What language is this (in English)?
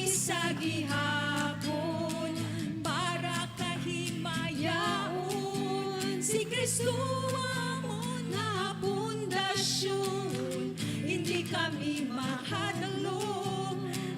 Hiligaynon